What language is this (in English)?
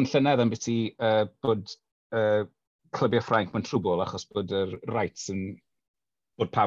Welsh